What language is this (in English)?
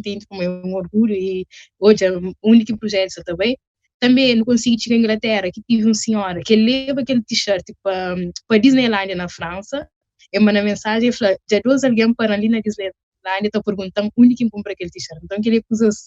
Kabuverdianu